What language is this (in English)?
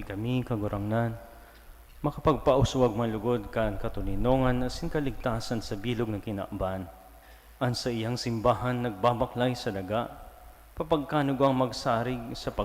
Bikol